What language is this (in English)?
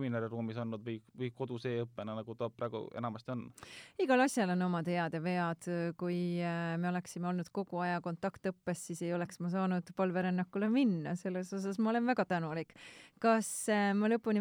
Estonian